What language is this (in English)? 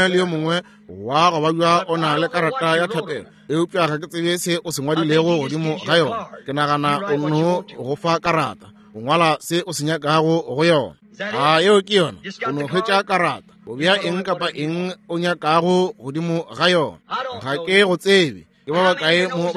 Northern Sotho